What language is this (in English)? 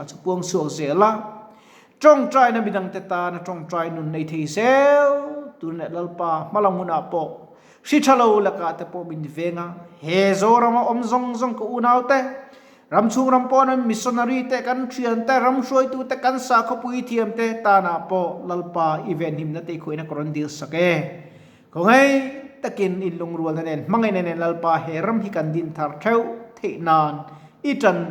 Mizo